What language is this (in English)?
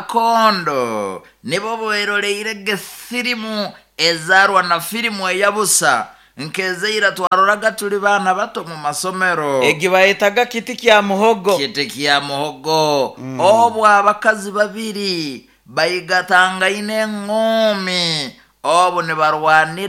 Nyoro